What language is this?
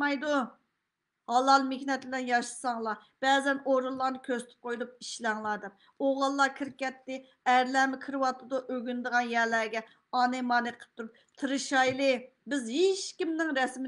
Uyghur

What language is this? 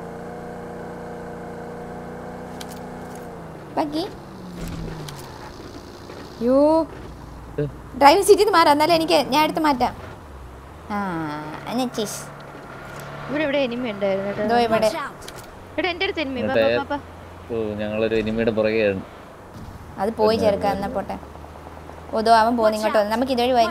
Malayalam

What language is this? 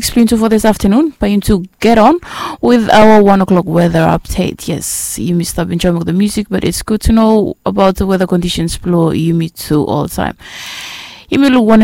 Bislama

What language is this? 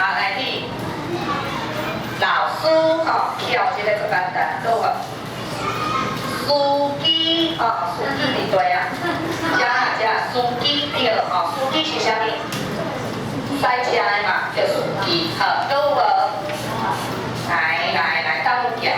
Min Nan Chinese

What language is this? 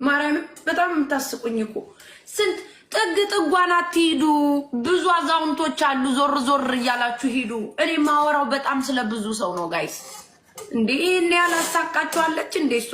Amharic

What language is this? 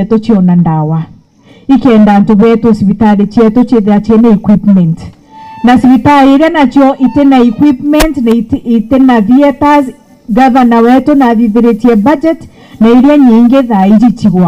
Meru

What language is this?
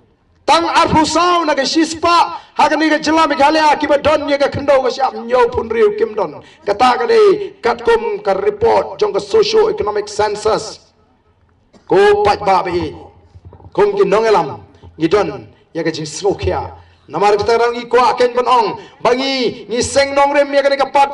Khasi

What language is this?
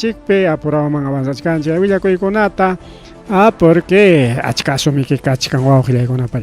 Ayacucho Quechua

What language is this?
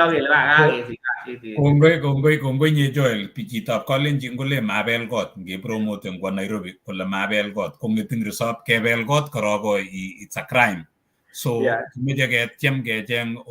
Kalenjin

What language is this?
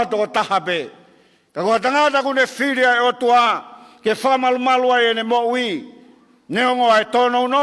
Tongan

